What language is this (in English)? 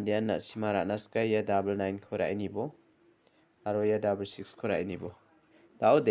Garo